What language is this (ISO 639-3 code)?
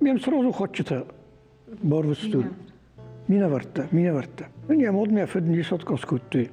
oss